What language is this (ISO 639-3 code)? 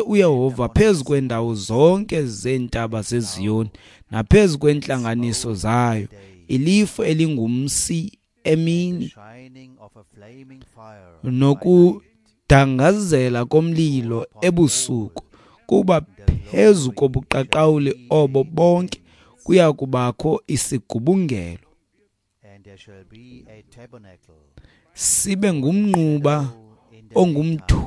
xho